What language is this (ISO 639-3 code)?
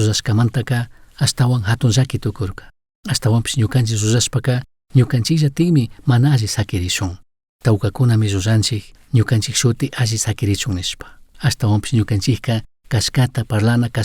qug